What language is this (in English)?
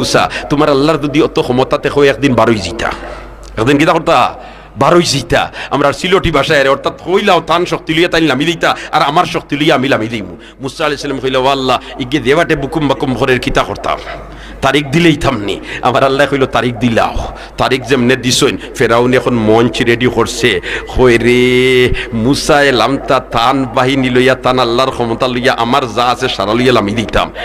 Sylheti